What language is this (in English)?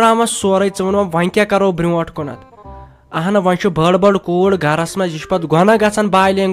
Kashmiri